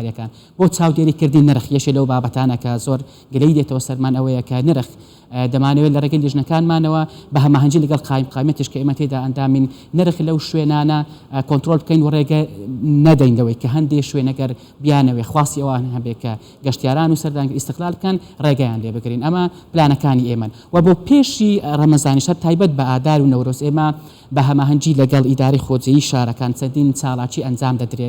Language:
Central Kurdish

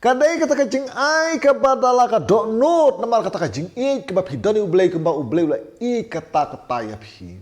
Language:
Khasi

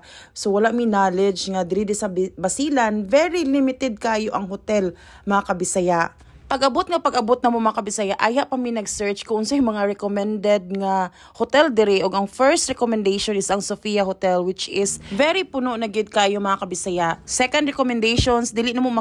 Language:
Cebuano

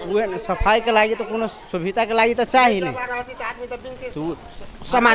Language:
Maithili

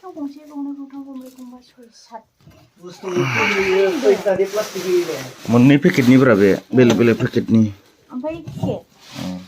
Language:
Bodo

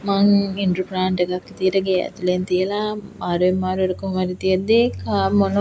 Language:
Sinhala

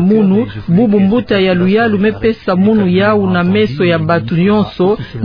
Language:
Kituba (Democratic Republic of Congo)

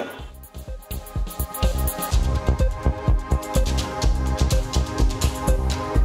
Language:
Malayalam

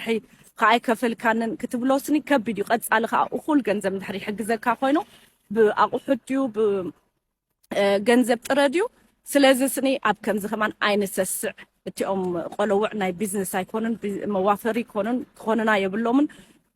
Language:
Tigrinya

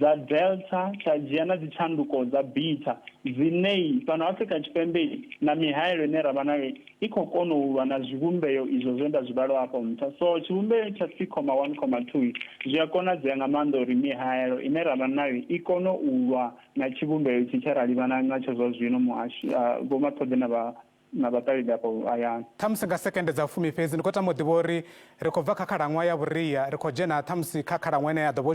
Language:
Venda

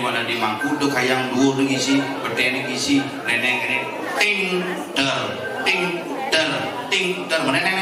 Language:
Balinese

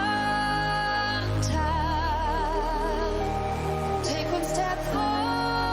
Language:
Kara-Kalpak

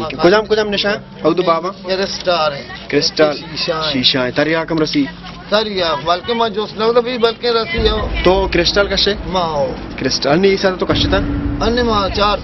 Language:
Baluchi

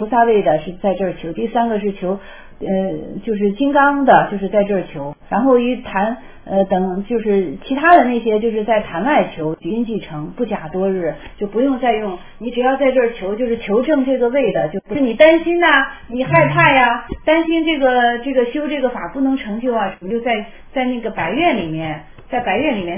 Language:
Chinese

